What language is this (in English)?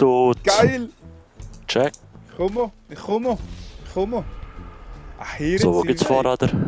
Swiss German